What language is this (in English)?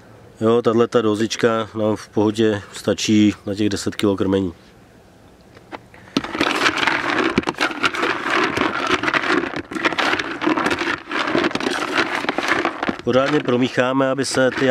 Czech